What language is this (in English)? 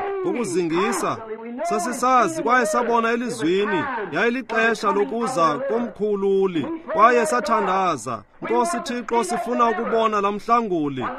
Xhosa